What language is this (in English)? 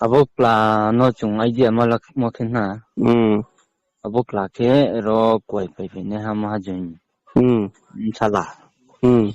Riang (India)